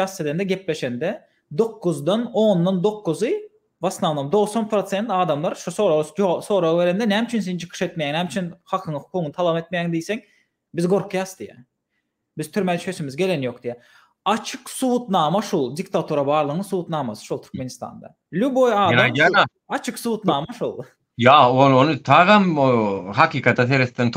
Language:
Turkmen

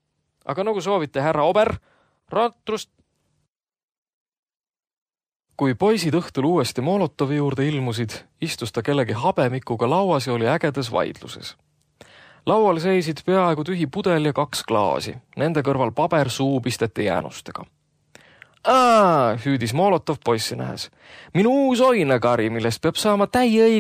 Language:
Estonian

